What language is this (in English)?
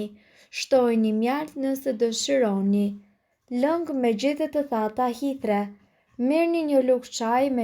Albanian